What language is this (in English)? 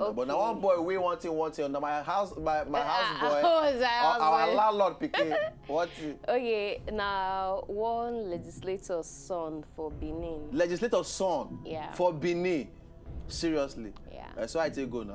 Nigerian Pidgin